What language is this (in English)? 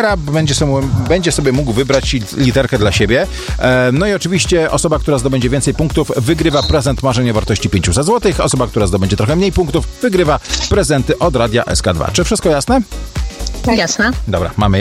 Polish